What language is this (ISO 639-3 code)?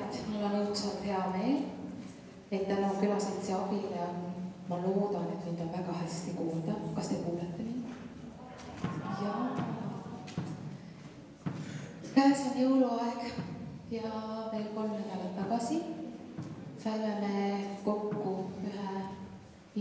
est